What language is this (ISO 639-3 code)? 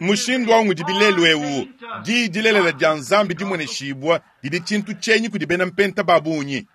lua